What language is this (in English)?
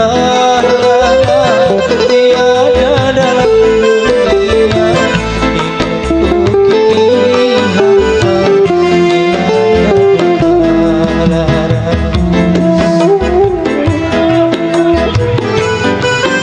Madurese